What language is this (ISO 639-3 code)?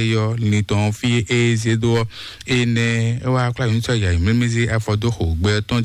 fon